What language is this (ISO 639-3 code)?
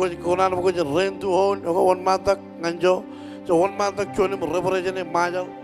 mah